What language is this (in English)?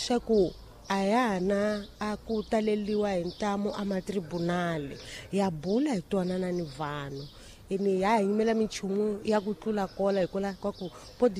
Tsonga